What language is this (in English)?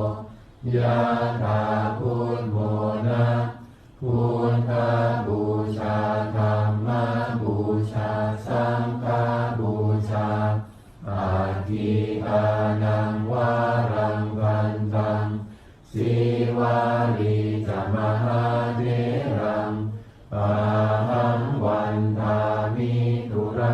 Pali